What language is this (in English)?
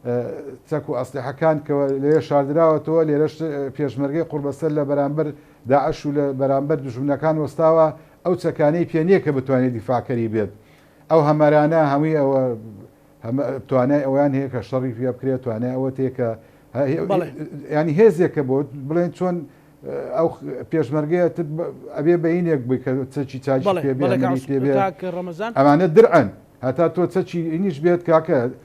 Central Kurdish